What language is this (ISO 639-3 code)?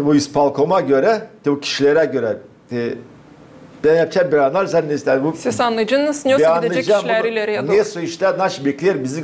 gag